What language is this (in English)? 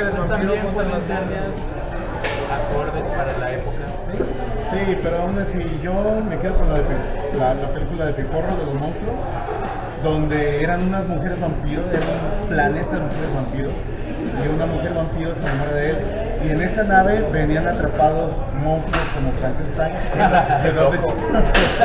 Spanish